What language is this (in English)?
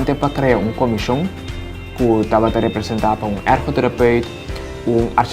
Papiamento